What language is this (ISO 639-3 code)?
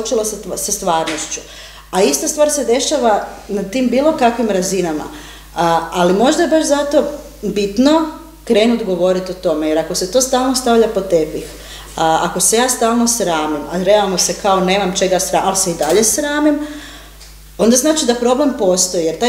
hrv